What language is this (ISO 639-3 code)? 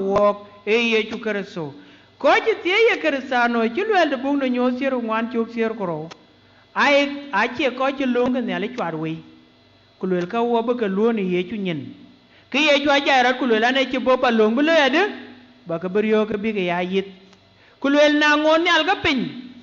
din